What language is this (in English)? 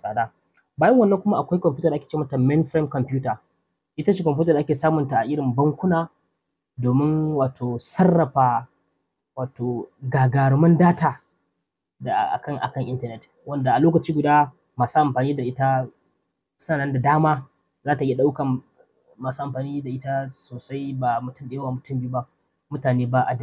Hausa